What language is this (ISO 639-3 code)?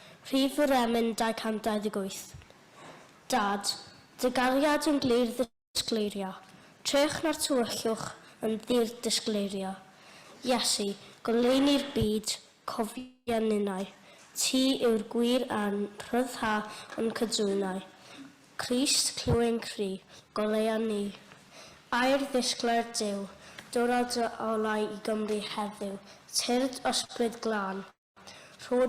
cym